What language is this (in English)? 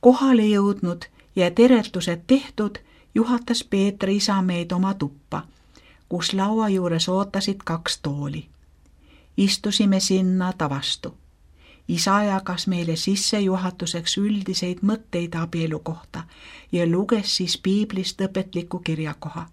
Estonian